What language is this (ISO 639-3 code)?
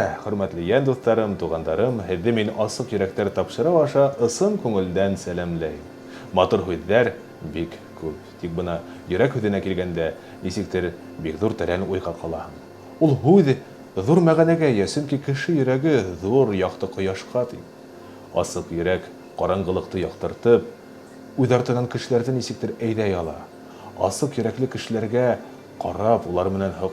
bak